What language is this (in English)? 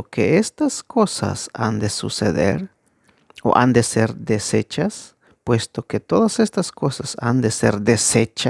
Tzeltal